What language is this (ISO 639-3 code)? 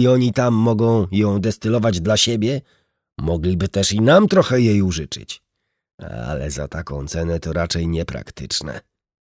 pol